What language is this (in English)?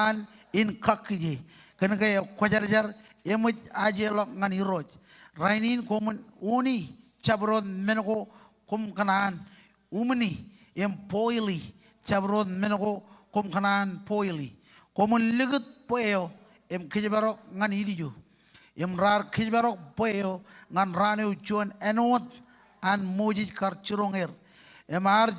Marshallese